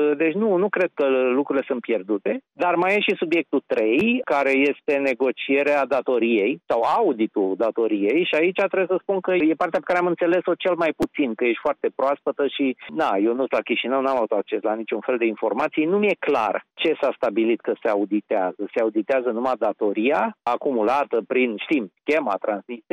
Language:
Romanian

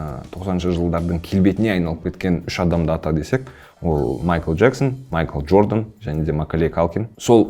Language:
Kazakh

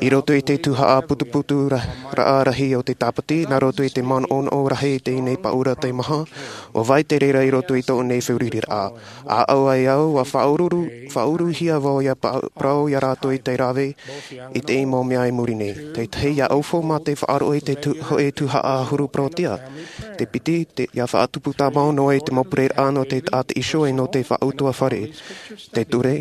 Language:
Tahitian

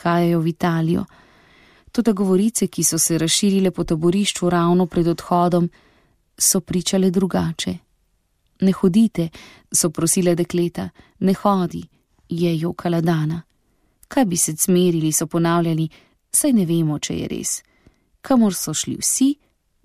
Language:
Slovenian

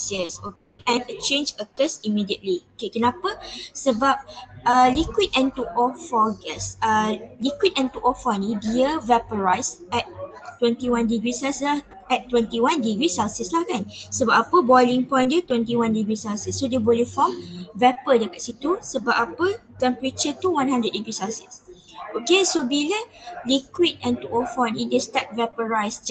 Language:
Malay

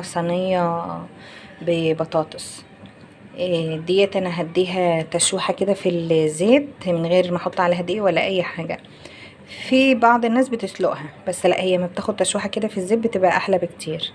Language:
Egyptian Arabic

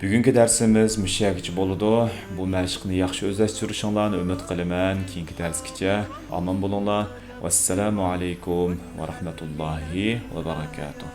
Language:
Uyghur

